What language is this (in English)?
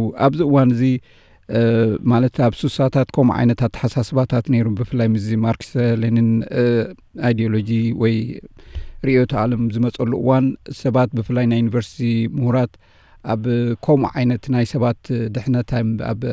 Tigrinya